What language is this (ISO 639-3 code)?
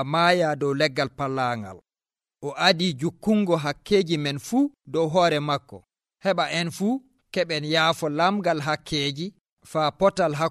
fuv